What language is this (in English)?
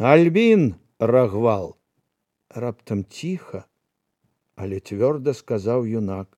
Belarusian